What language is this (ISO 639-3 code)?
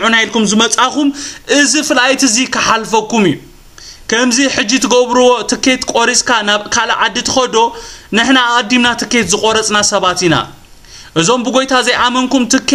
tir